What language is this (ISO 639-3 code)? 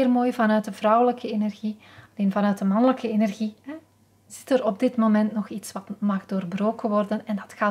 nld